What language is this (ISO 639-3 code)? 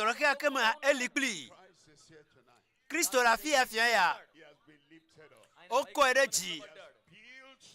ewe